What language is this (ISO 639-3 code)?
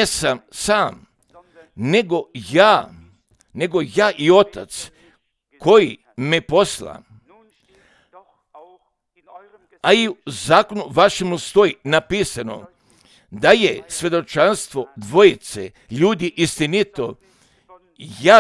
hrv